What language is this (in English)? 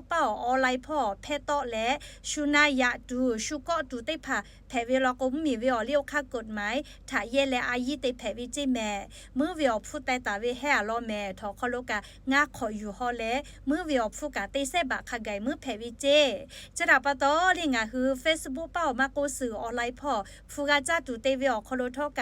Lahu